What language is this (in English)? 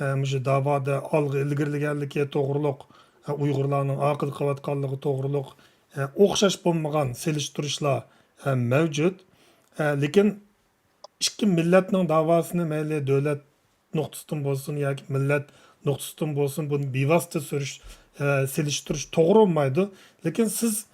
Uyghur